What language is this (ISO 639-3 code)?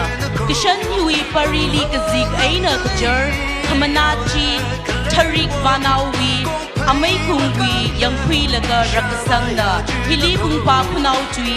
nmf